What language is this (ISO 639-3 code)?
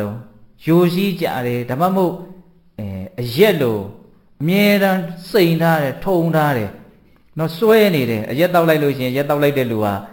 mya